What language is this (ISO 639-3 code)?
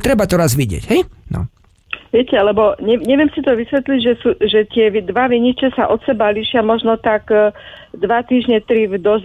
slk